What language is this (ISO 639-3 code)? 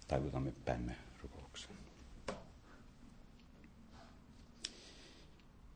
fin